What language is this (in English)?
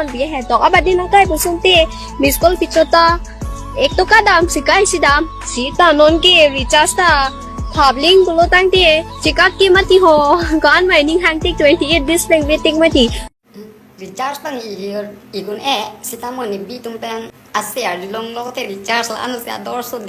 Karbi